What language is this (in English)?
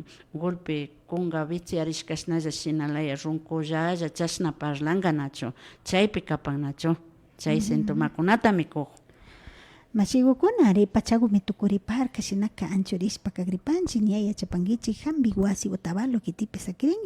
Imbabura Highland Quichua